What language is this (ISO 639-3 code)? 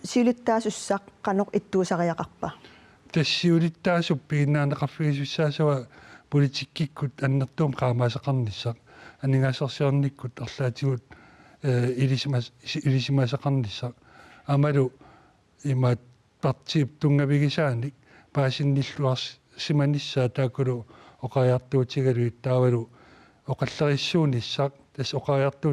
kal